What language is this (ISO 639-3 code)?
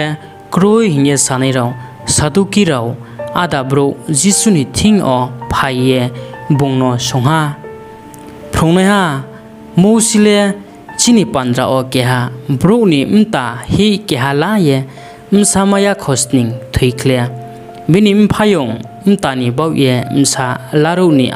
ria